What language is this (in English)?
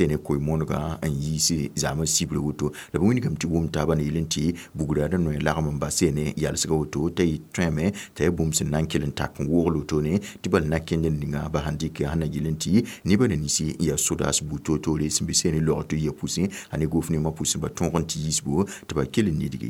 Mossi